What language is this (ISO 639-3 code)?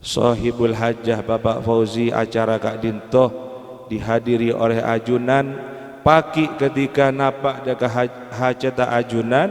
mad